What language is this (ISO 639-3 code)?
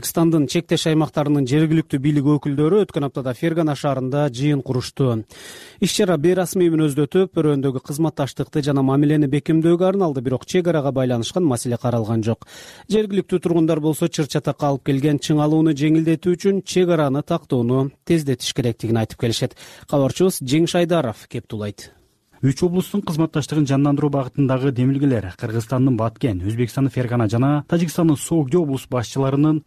kir